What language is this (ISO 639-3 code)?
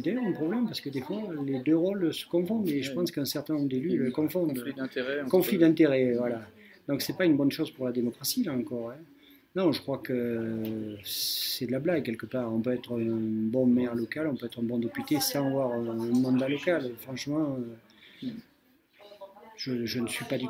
fra